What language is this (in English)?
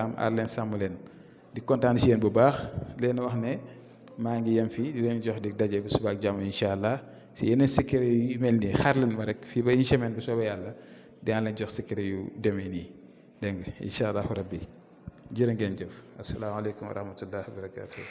Wolof